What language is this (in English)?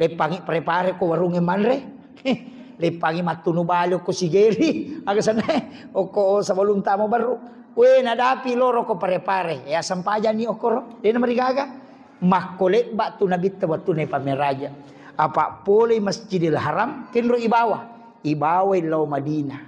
Buginese